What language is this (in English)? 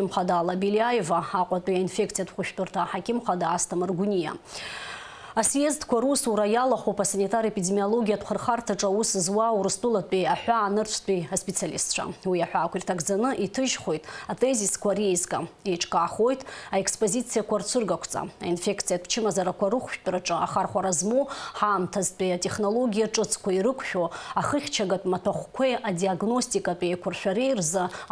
Abkhazian